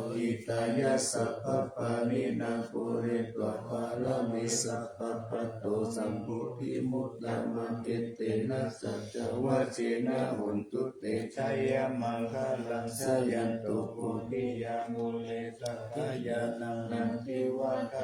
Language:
Pali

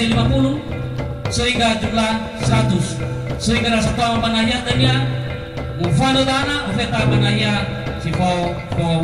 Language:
Nias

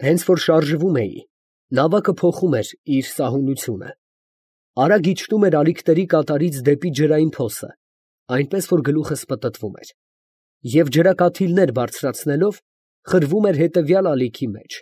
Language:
Armenian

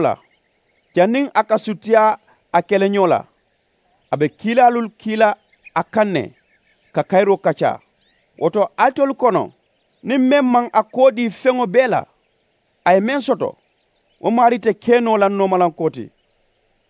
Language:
Mandingo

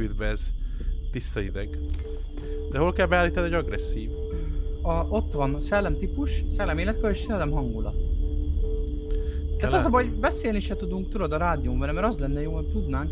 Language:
Hungarian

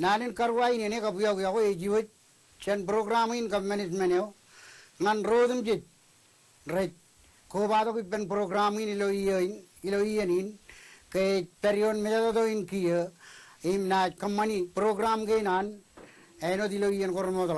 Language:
Marshallese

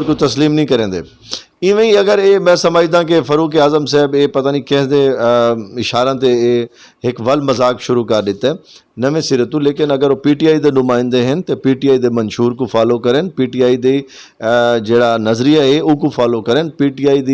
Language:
Saraiki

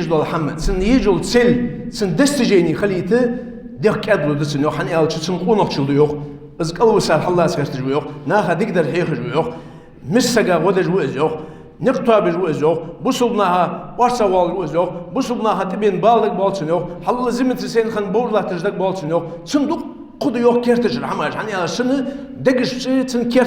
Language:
Ingush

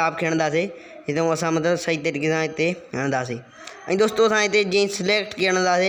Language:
Sindhi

